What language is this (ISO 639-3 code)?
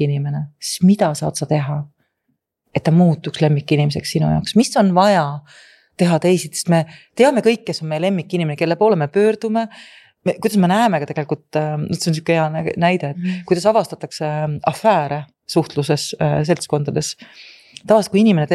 est